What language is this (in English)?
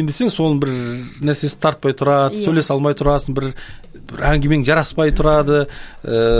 Kazakh